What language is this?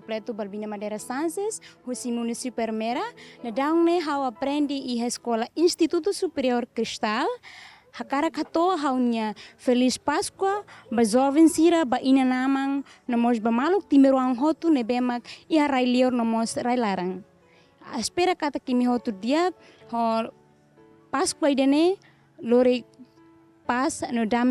Tetum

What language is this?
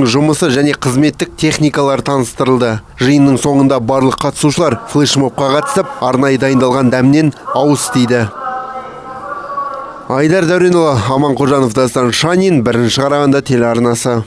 Kazakh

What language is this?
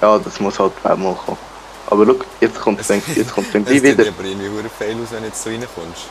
Swiss German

